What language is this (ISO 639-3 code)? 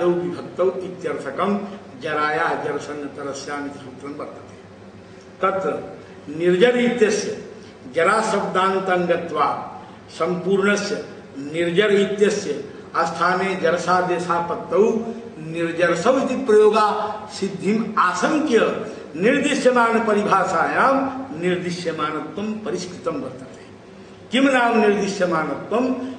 san